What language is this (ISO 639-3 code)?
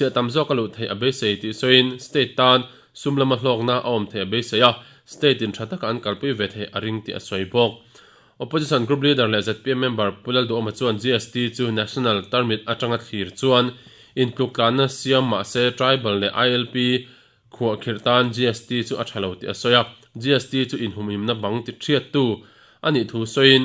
lus